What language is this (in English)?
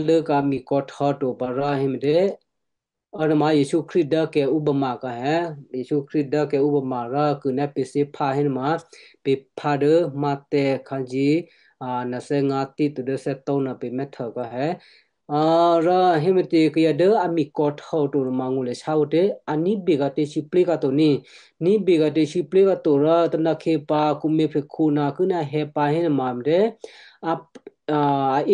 Western Kayah